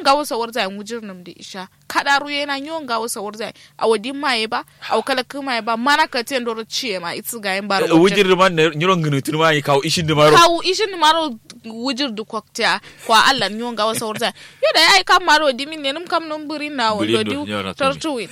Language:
Kanuri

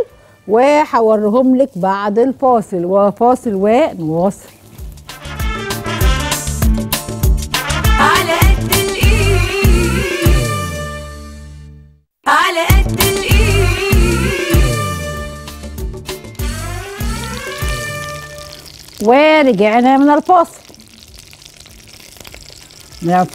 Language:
Egyptian Arabic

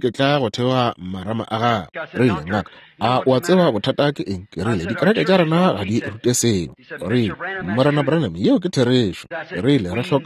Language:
Northern Sotho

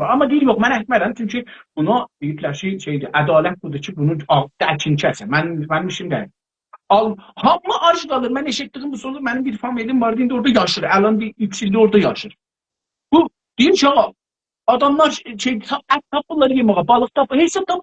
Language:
South Azerbaijani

